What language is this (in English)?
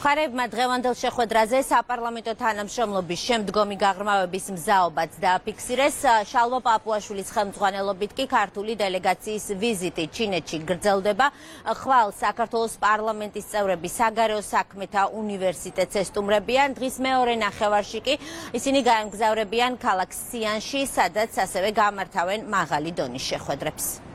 Georgian